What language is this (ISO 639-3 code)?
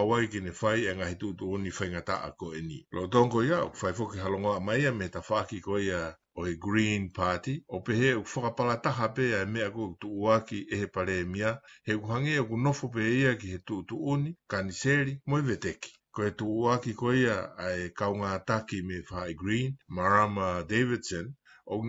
ton